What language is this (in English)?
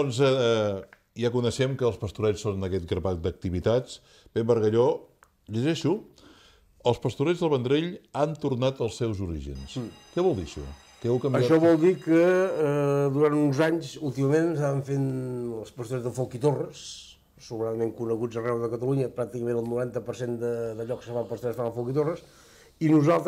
Catalan